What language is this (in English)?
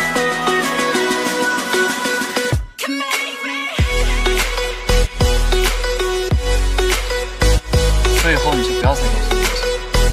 Chinese